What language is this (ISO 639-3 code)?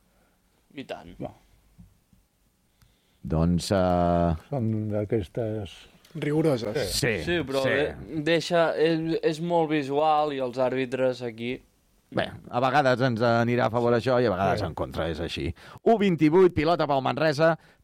cat